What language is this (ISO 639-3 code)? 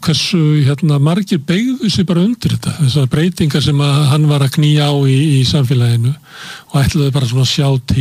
isl